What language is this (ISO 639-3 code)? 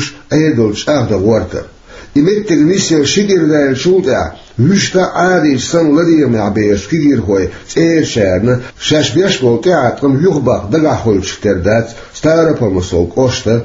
che